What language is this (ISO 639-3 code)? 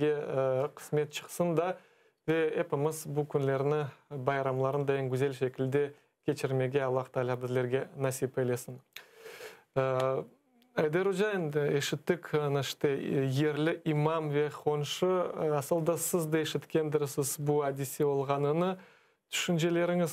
crh